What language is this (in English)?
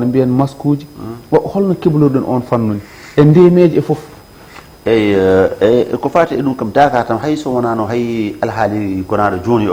Fula